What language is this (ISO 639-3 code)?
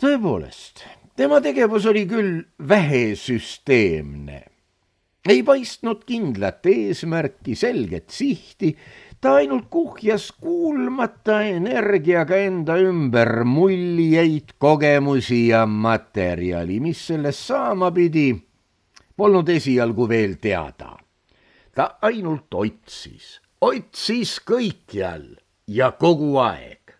est